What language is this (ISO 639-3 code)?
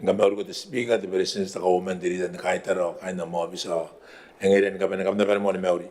gil